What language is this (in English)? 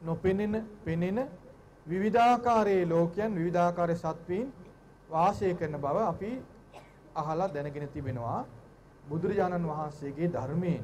Sinhala